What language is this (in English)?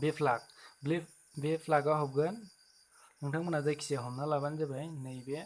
Bodo